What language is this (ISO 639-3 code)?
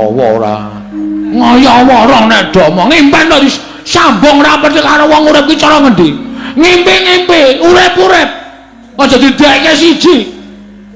jav